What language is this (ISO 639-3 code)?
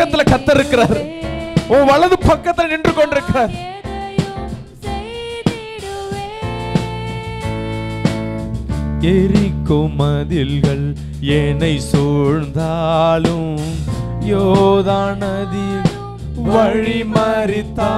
tam